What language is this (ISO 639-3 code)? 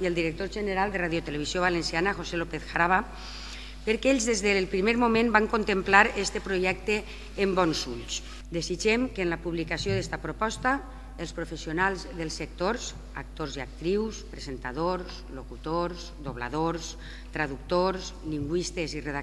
cat